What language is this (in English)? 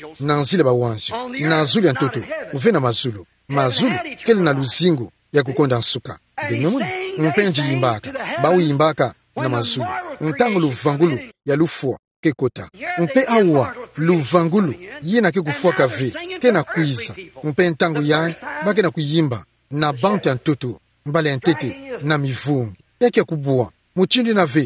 Kituba (Democratic Republic of Congo)